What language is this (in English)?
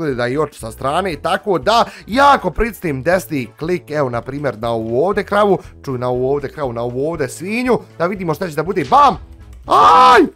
Bosnian